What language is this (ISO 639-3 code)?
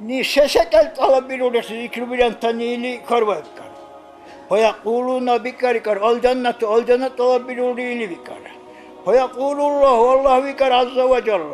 dar